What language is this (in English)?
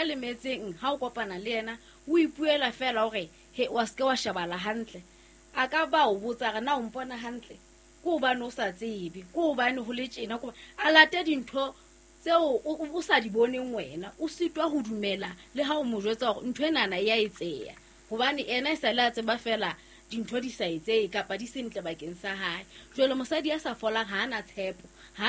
Southern Sotho